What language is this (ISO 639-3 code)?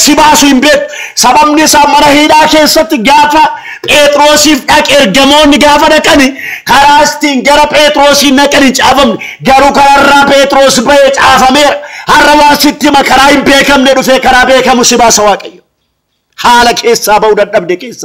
orm